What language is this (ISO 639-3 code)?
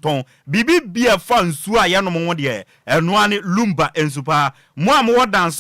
aka